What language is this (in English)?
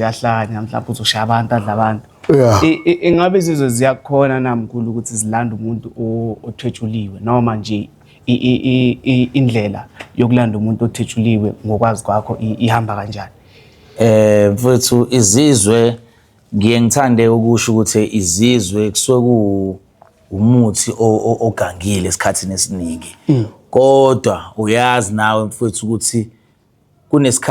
Zulu